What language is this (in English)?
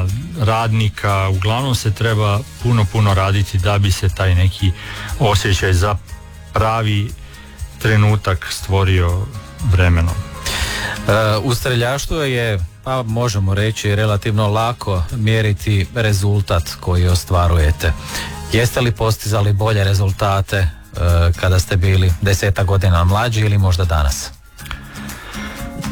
Croatian